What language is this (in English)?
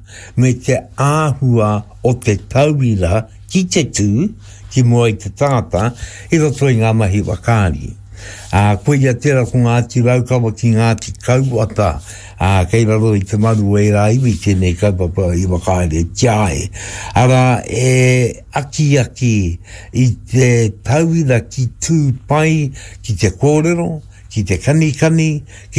Māori